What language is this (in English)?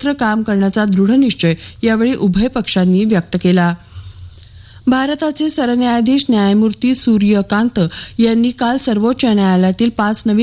Marathi